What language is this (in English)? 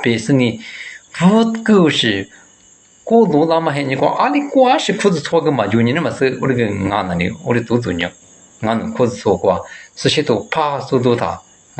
Lisu